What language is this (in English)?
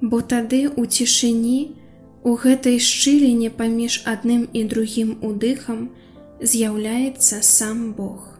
Belarusian